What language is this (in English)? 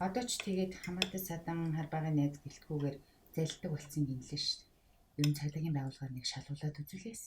Mongolian